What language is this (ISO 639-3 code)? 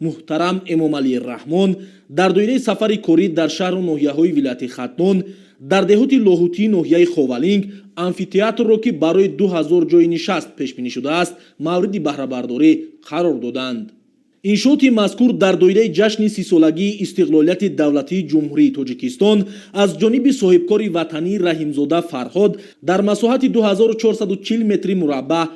tgk